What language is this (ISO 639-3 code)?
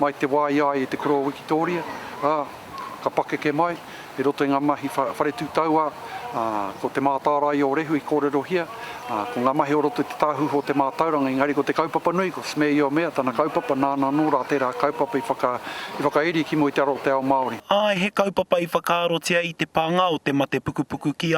mri